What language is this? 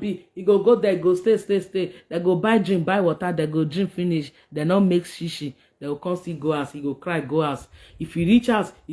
Nigerian Pidgin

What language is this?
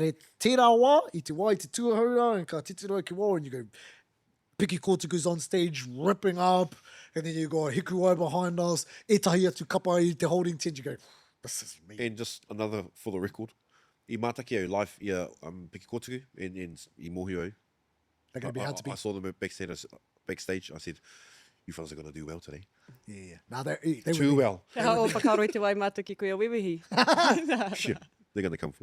Māori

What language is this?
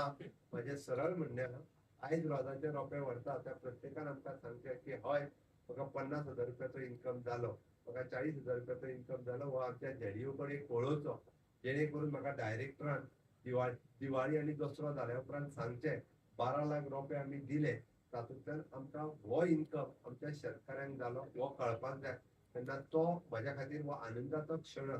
Konkani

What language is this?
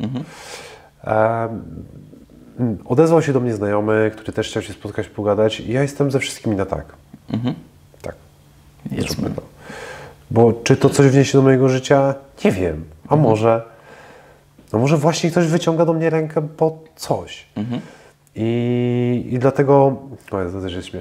Polish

